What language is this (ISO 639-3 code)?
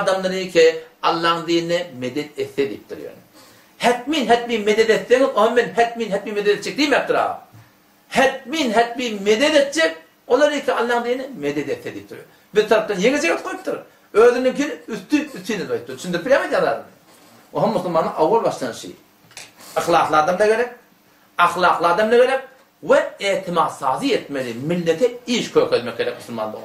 tuk